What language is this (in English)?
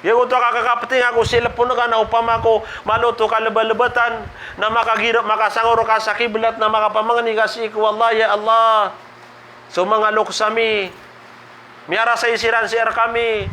Maranao